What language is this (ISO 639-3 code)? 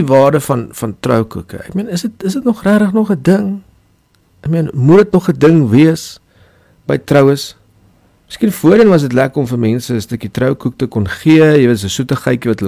afr